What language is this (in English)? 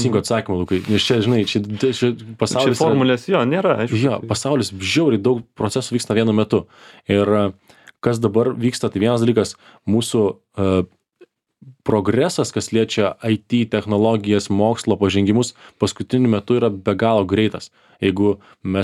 Lithuanian